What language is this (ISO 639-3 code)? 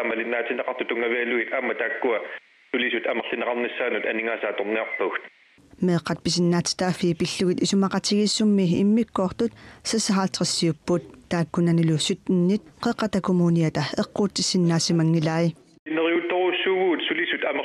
kal